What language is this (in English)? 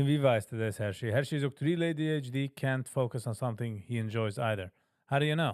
Yiddish